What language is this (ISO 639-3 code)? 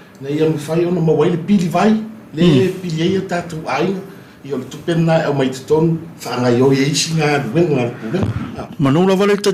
smo